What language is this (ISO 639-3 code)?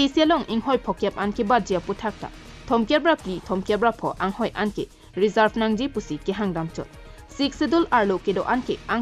mjw